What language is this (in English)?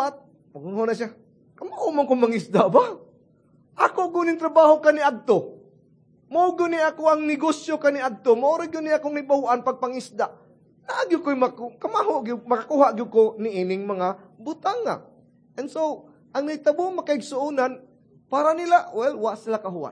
Cebuano